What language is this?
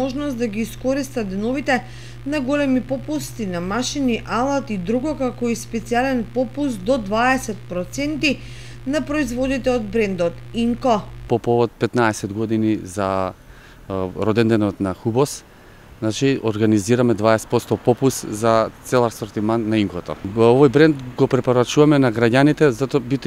Macedonian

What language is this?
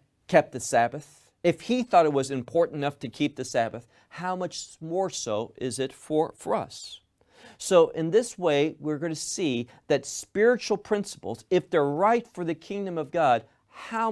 English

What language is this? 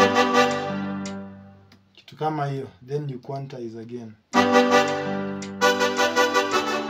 Swahili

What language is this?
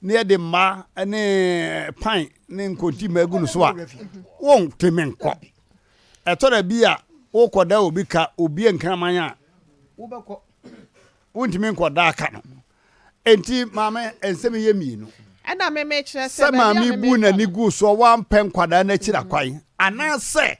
Akan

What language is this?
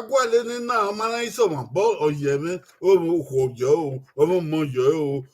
Bini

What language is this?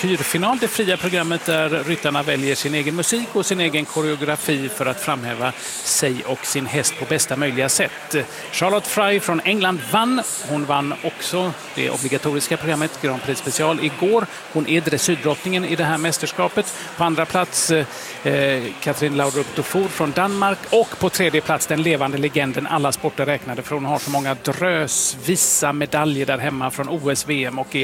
Swedish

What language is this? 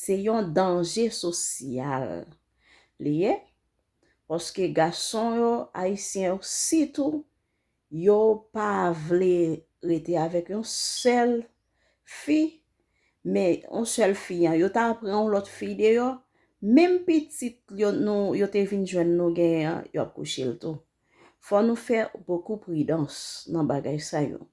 Haitian Creole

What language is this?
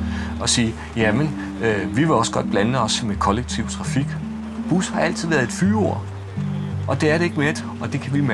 Danish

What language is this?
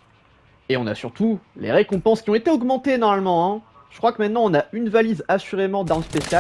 French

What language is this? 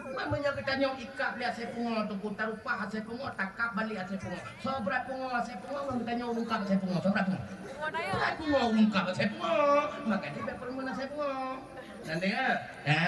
Achinese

